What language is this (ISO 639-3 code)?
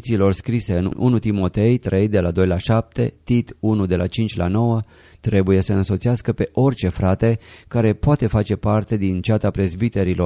ron